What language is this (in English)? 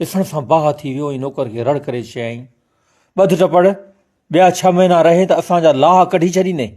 Sindhi